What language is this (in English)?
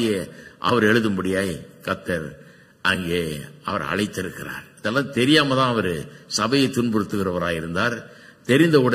Tamil